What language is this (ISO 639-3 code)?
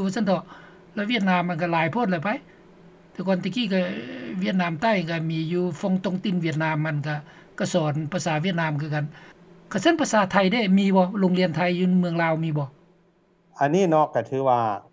lao